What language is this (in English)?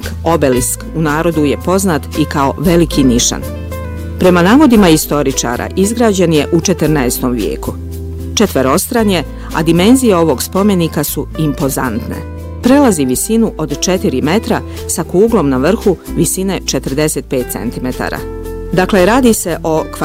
Bosnian